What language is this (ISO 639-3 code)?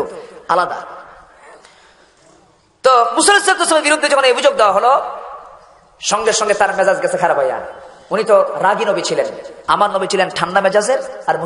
ben